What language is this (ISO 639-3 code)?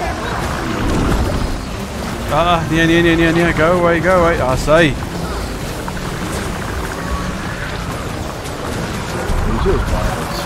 afr